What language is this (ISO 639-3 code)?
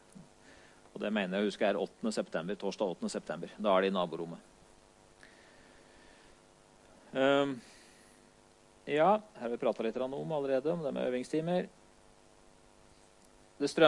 nor